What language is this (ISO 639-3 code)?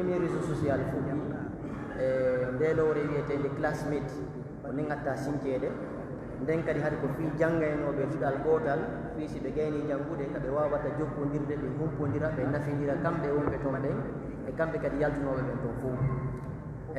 fuf